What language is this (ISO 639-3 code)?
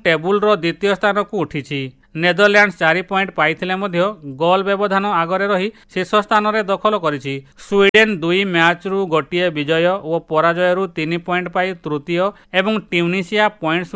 ori